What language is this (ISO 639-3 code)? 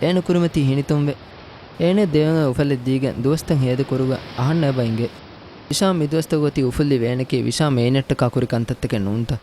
div